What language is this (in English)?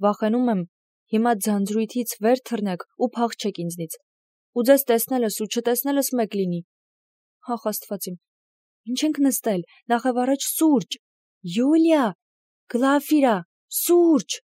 Armenian